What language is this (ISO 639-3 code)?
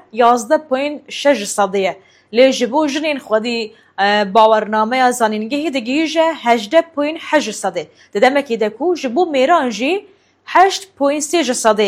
kur